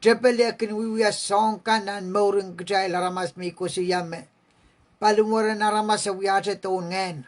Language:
Pohnpeian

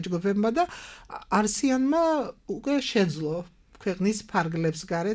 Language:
Georgian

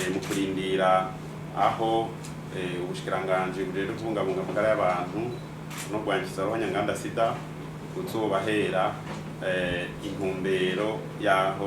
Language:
Rundi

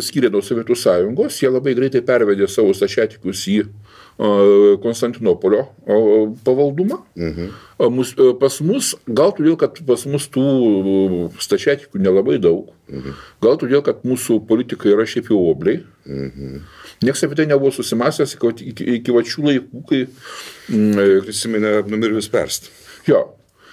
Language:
Lithuanian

